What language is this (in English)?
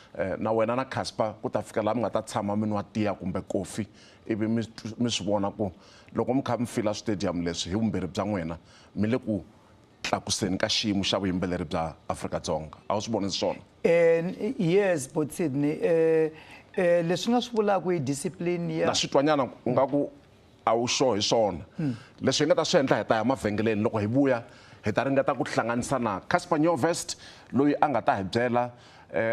Tsonga